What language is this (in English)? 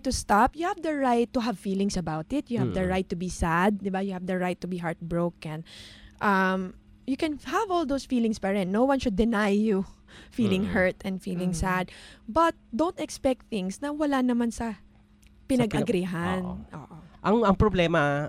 Filipino